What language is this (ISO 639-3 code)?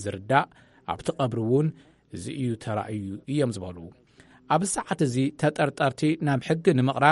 tir